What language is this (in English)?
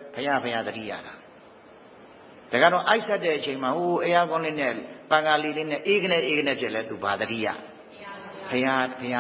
Burmese